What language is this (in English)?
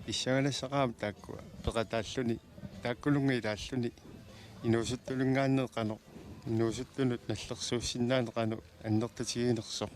Kalaallisut